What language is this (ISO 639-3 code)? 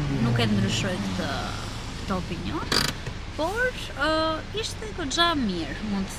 sqi